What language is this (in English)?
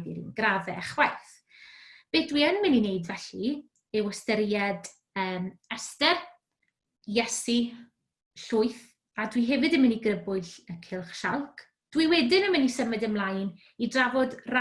Welsh